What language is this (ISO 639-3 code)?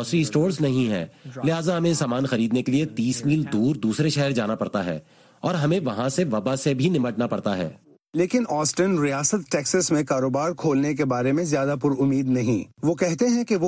urd